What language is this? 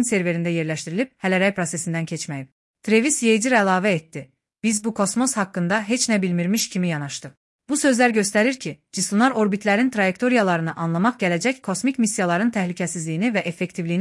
Azerbaijani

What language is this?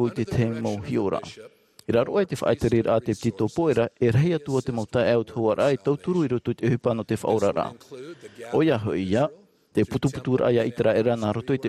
Tahitian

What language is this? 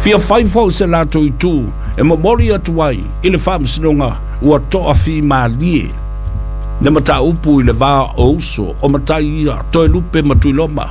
Samoan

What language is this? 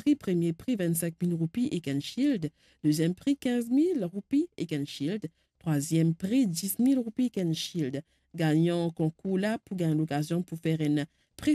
Morisyen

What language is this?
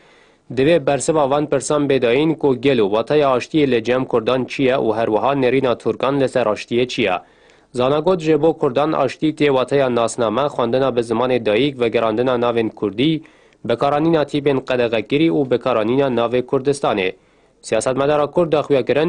Kurdish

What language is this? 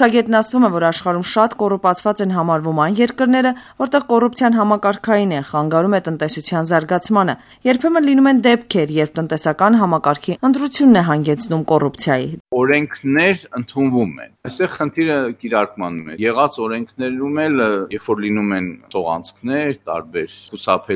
Armenian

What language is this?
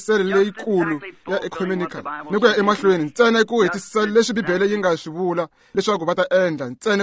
Tsonga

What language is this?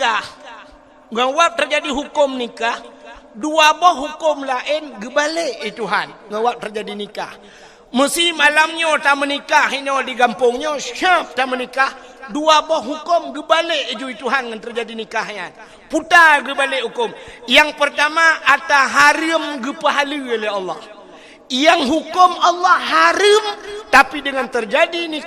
Achinese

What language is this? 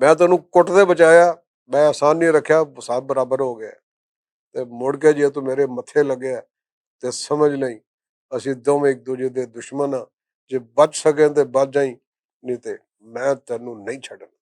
Western Panjabi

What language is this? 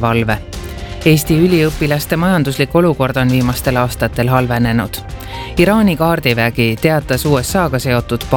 Estonian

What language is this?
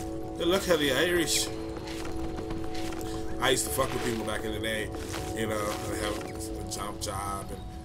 English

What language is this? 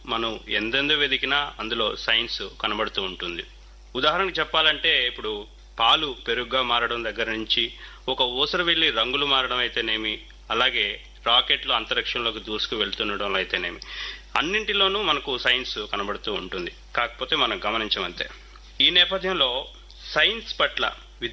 Telugu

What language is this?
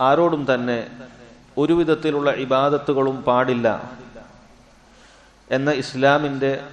Malayalam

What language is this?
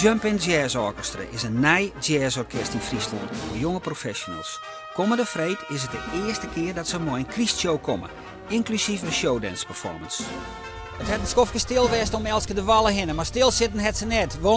Western Frisian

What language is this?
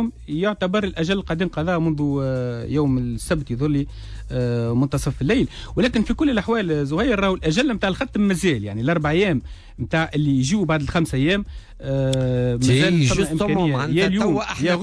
Tunisian Arabic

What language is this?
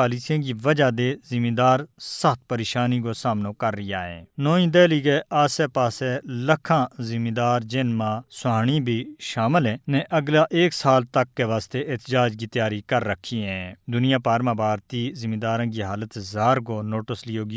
Gujari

